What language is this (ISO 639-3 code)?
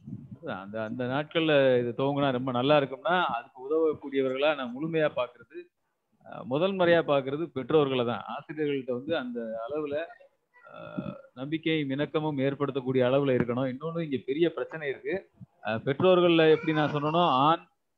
tam